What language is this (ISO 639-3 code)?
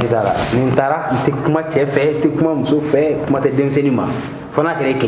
bam